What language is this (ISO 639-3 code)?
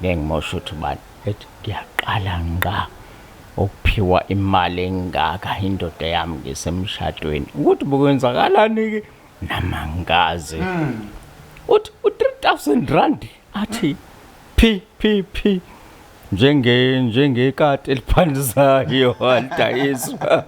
zul